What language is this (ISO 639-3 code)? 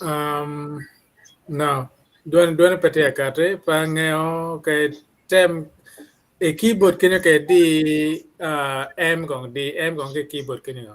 ach